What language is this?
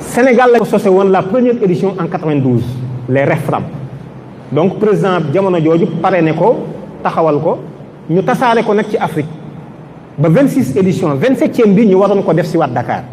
Wolof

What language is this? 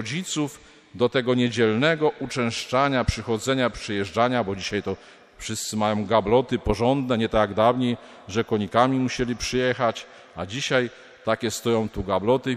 Polish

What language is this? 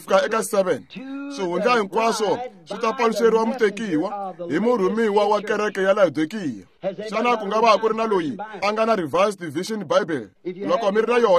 Tsonga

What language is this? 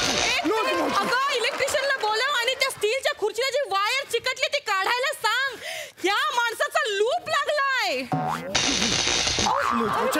Marathi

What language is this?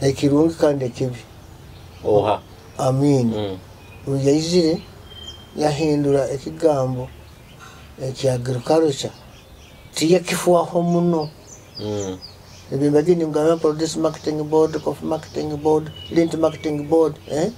Nyoro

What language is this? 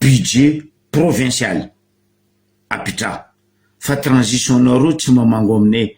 Malagasy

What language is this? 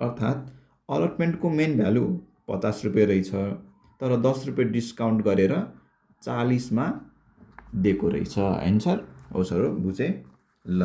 Nepali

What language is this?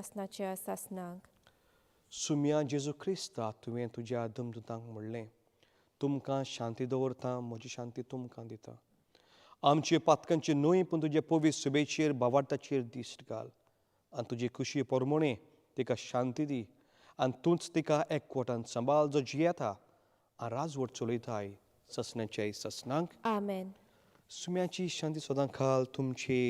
Konkani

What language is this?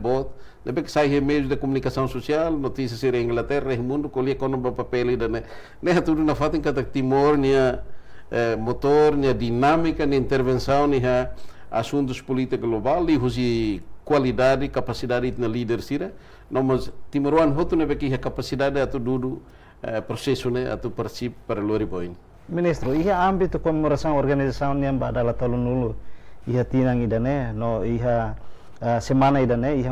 Tetum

